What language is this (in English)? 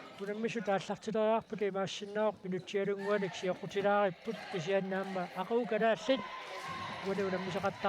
Kalaallisut